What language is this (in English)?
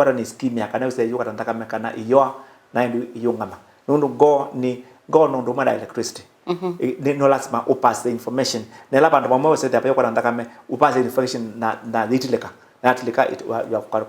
Kamba